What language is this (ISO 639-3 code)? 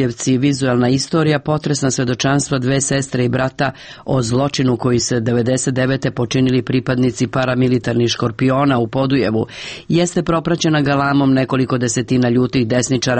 srp